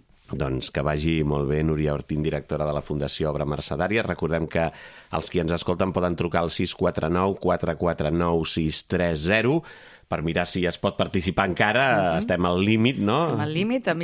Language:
Catalan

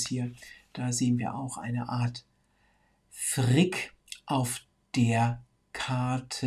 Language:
German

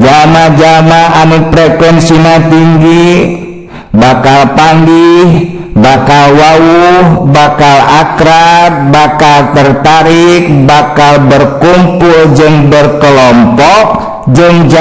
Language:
Sundanese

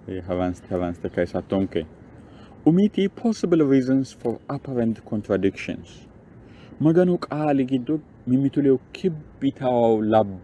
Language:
Sidamo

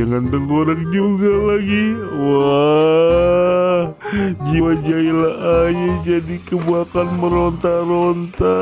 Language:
Betawi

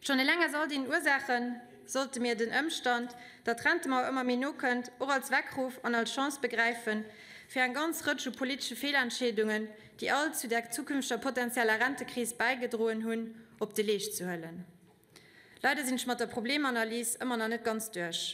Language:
Luxembourgish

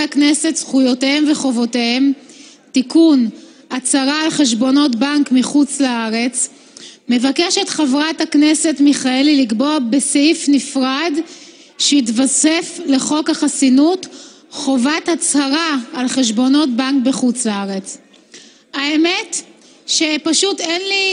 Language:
Hebrew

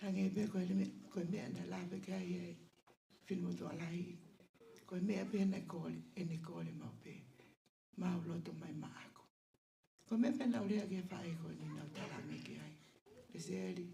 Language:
Tongan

